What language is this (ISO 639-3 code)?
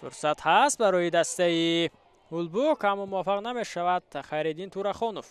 tgk